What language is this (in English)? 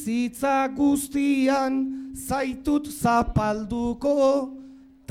Basque